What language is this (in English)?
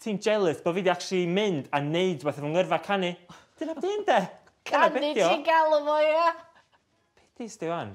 Welsh